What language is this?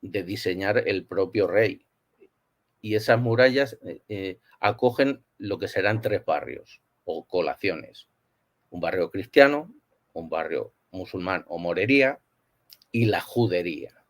Ladino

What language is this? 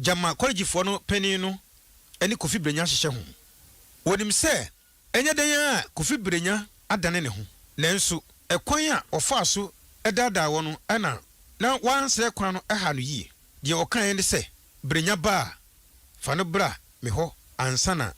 Akan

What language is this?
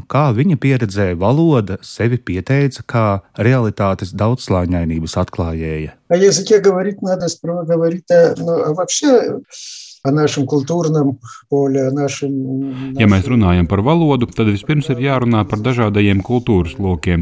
Latvian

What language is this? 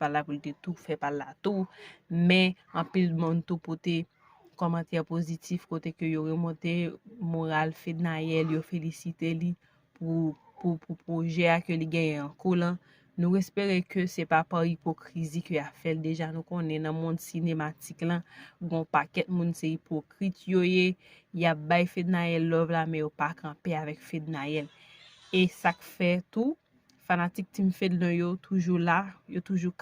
Haitian Creole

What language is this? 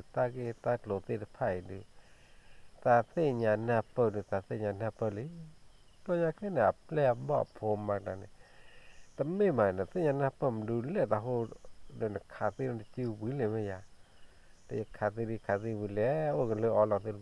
S'gaw Karen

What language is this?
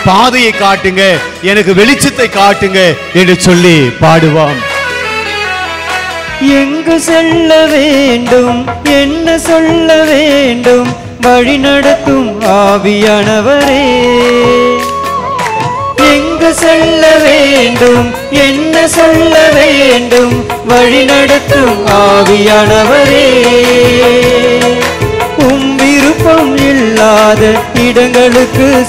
Tamil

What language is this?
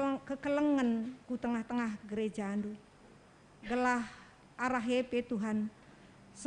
Batak Karo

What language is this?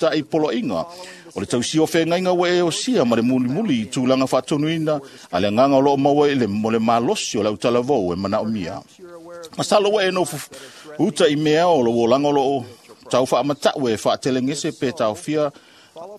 Samoan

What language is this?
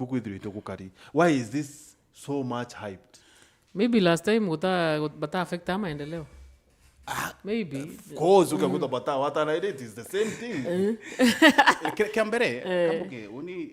Meru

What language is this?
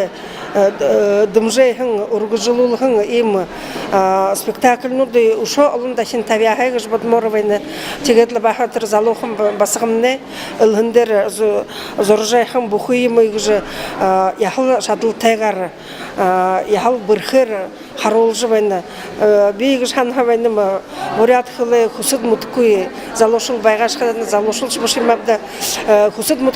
Buriat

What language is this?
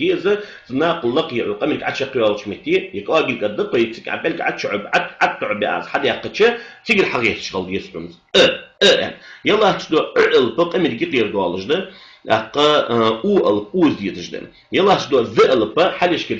Ingush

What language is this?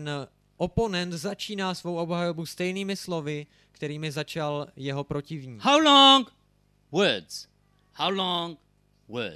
Czech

